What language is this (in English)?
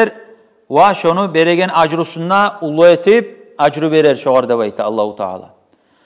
Kumyk